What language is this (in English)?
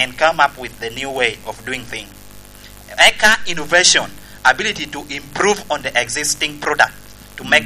Lango (Uganda)